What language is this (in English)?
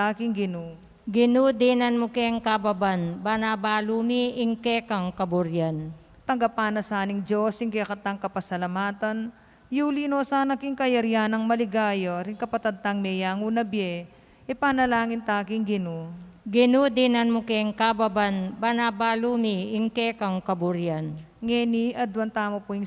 Pampanga